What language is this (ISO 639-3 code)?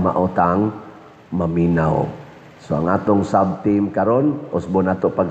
ceb